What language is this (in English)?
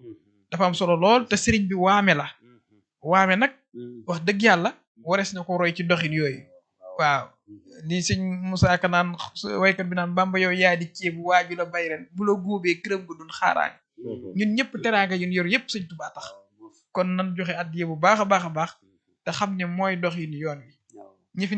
Wolof